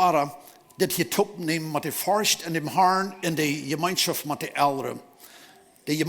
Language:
Plautdietsch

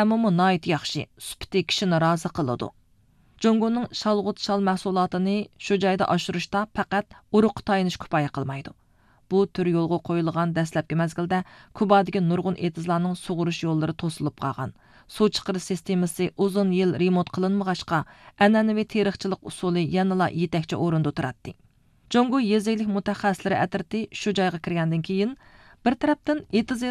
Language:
Uyghur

